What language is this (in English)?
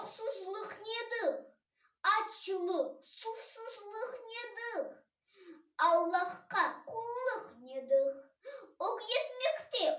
Crimean Tatar